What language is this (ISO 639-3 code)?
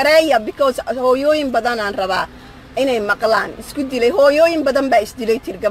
som